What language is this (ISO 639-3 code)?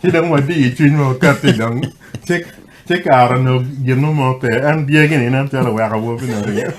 ach